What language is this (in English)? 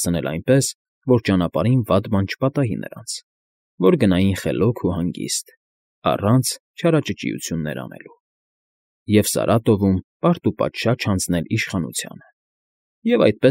Armenian